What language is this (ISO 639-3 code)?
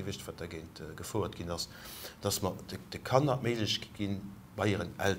ltz